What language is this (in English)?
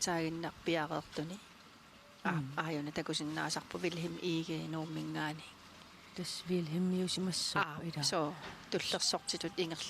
Kalaallisut